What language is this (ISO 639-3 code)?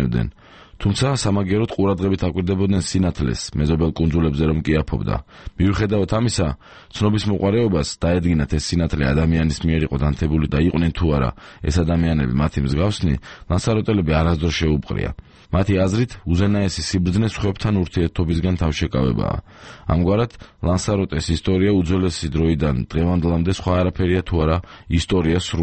kat